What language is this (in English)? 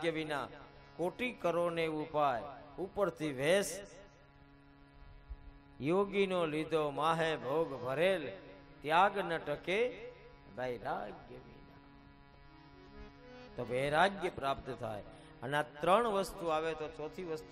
Gujarati